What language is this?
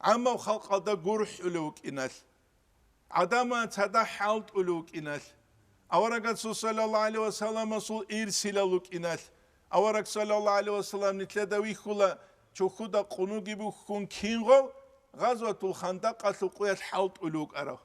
Avaric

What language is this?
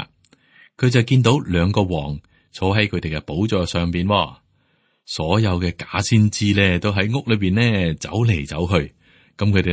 Cantonese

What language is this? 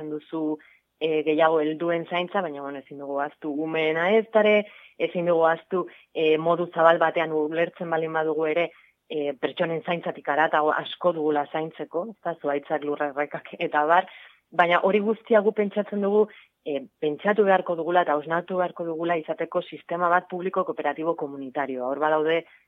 Basque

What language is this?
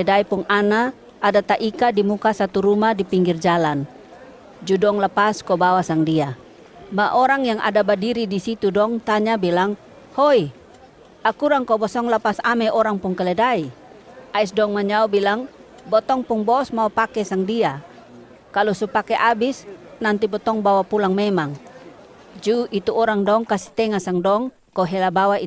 Kupang Malay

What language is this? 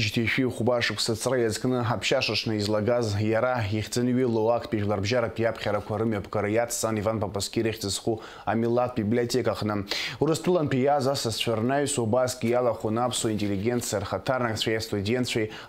Abkhazian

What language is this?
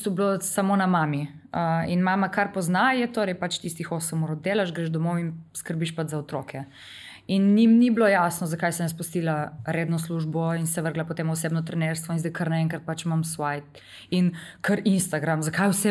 Slovenian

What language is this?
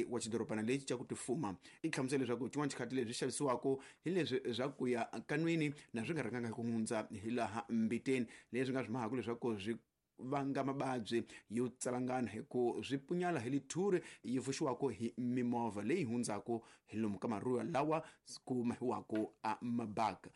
Tsonga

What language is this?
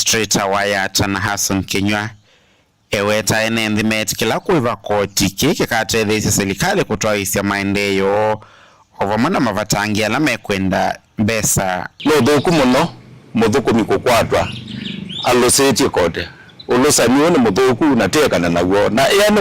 Kamba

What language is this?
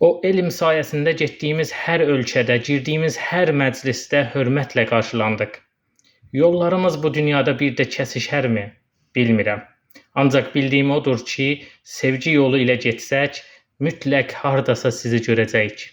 Azerbaijani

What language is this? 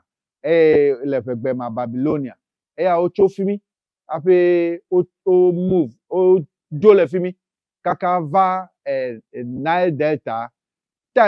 Ewe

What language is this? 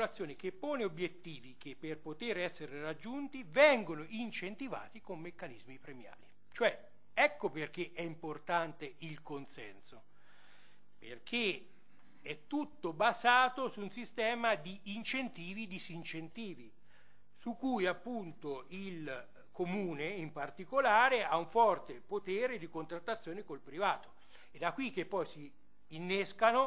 Italian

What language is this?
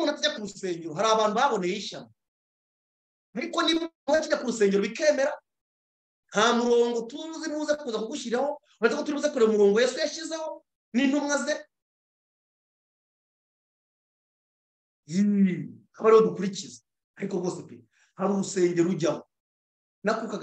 Kinyarwanda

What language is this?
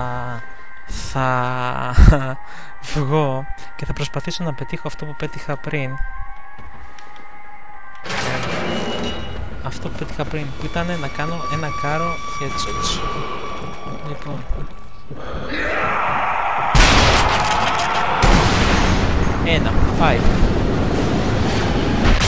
Greek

